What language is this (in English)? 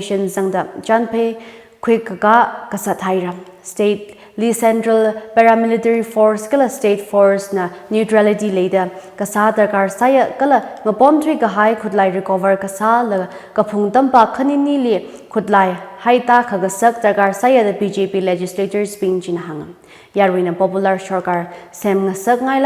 Tangkhul Naga (India)